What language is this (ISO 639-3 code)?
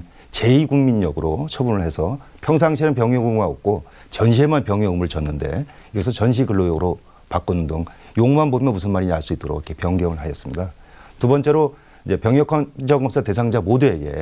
kor